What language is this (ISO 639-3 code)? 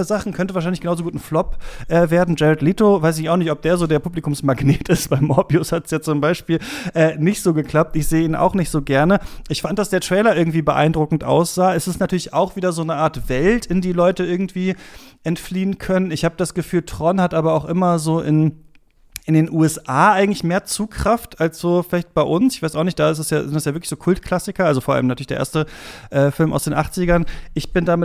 deu